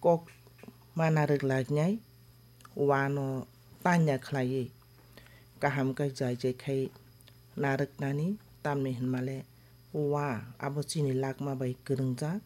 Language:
Kok Borok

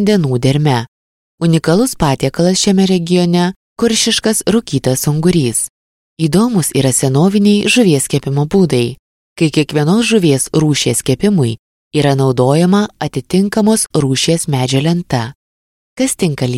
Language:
Lithuanian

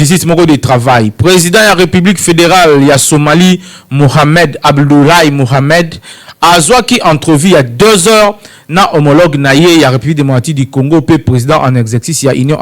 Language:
Lingala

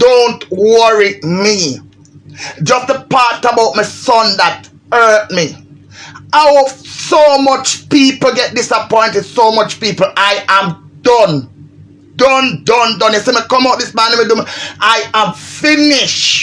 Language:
Jamaican Creole English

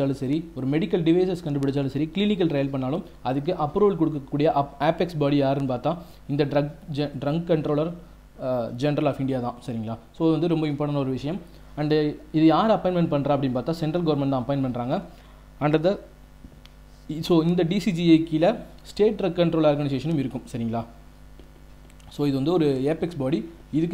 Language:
Tamil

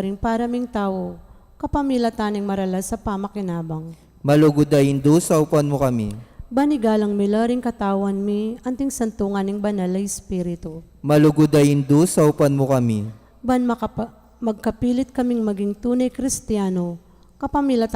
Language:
Pampanga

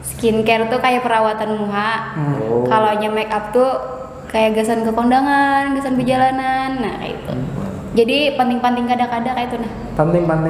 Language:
Banjar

